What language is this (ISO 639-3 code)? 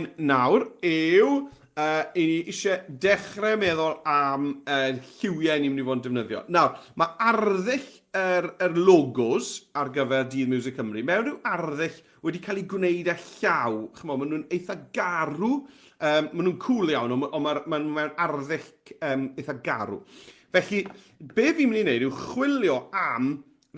cym